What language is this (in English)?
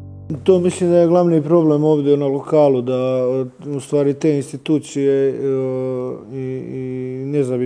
Bosnian